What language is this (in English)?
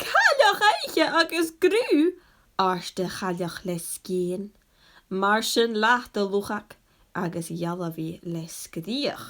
Scottish Gaelic